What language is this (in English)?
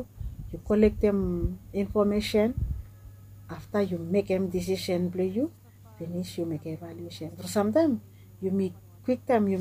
Bislama